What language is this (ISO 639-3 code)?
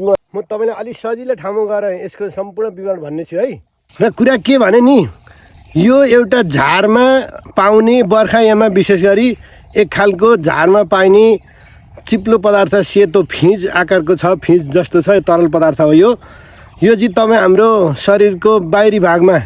nep